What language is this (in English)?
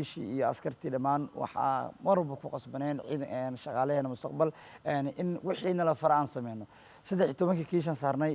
Somali